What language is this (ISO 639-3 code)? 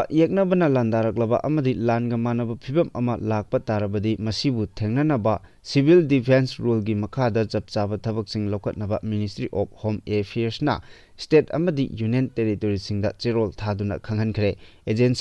mni